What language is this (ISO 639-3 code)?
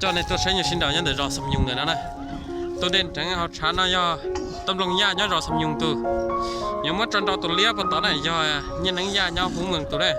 hmn